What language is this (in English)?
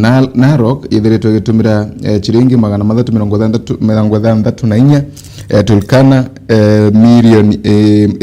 Meru